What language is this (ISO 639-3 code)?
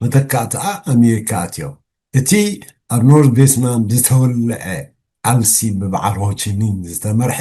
tir